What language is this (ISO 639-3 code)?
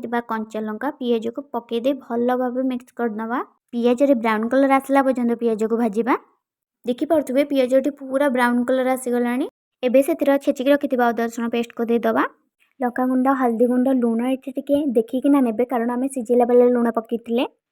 ori